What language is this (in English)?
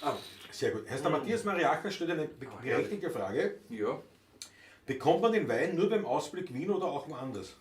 Bavarian